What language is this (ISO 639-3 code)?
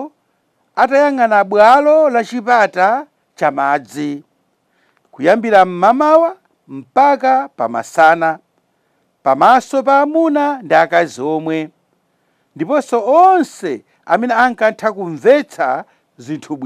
nya